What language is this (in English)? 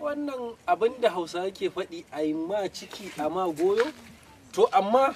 Hausa